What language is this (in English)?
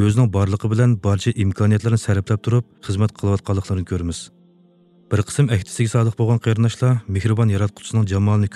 Uyghur